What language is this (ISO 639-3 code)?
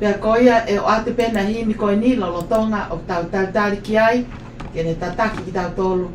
ton